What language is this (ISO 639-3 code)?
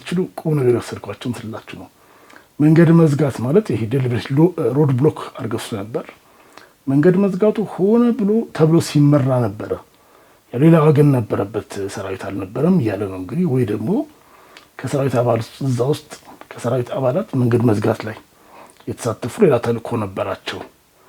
amh